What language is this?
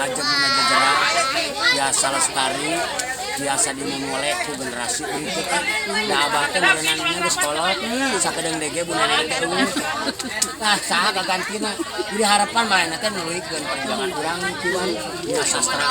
Sundanese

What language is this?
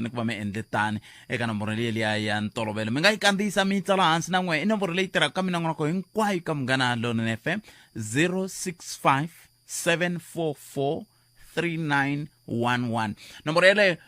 Tsonga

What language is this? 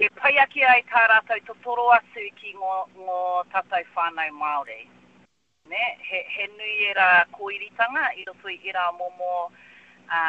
Māori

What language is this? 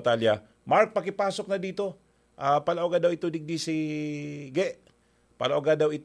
Bikol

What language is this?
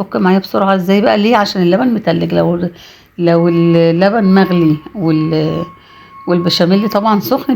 Egyptian Arabic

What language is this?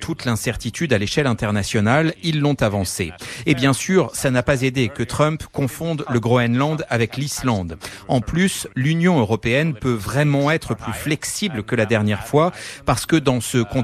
French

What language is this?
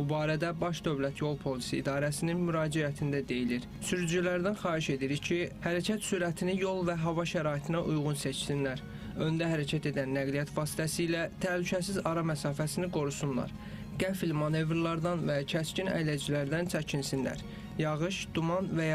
Azerbaijani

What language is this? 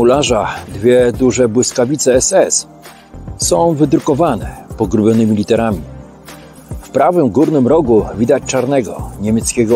Polish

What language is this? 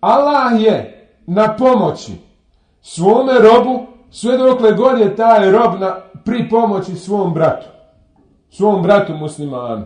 Bosnian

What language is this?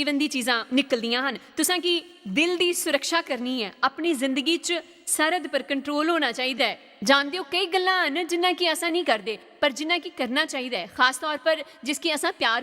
Dogri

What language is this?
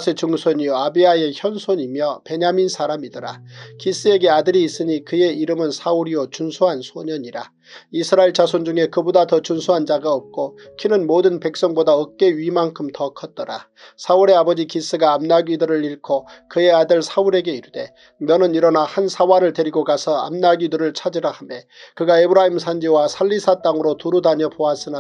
Korean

